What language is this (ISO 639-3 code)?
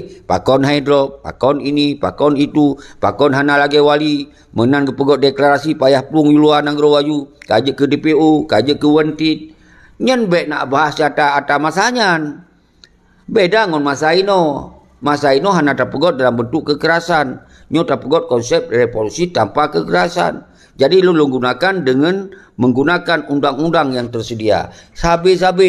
ace